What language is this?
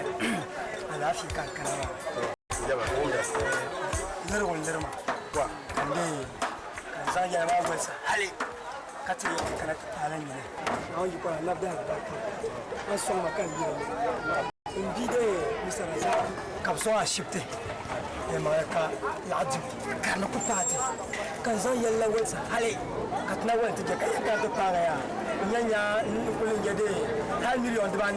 Dagbani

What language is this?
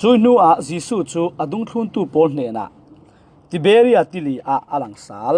Falam Chin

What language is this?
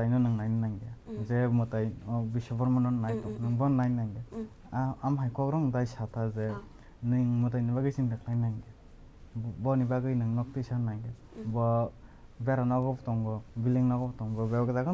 Kok Borok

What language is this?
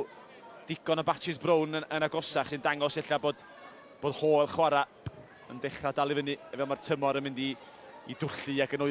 Welsh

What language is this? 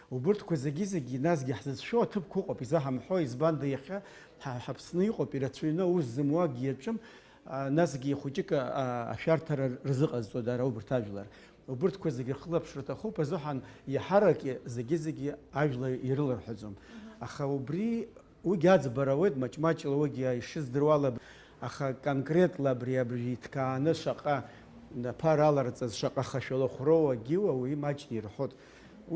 Abkhazian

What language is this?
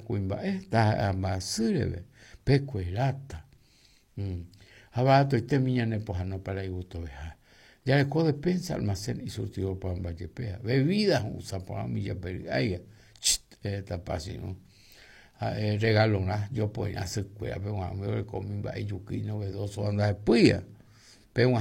Guarani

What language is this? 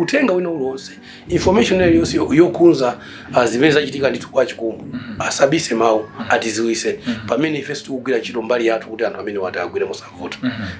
Nyanja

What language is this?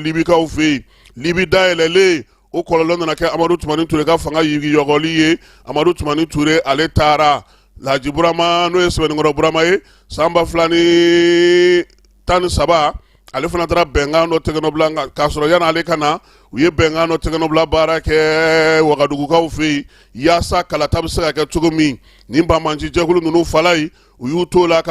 Bambara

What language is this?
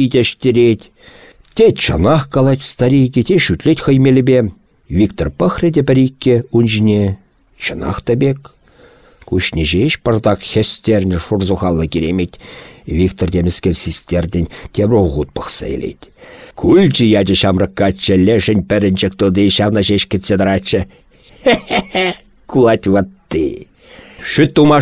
Chuvash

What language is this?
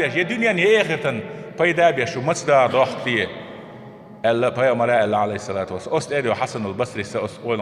Chechen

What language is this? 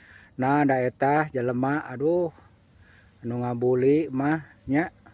Sundanese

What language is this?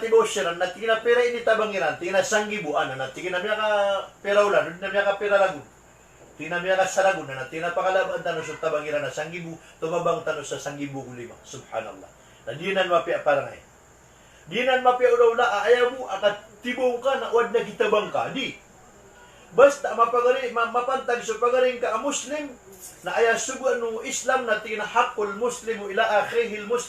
Maranao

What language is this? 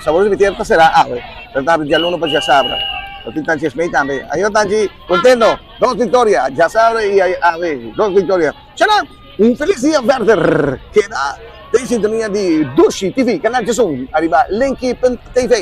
Papiamento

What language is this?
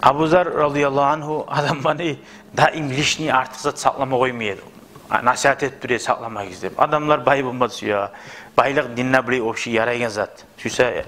Kumyk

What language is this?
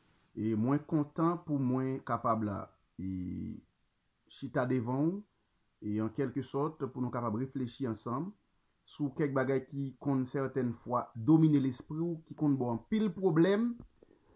Haitian Creole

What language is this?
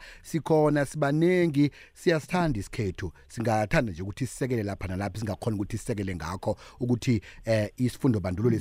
South Ndebele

